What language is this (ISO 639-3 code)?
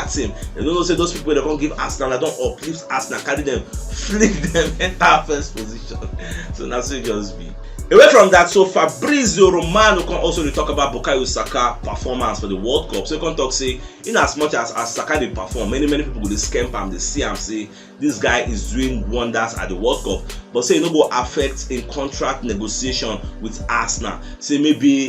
pcm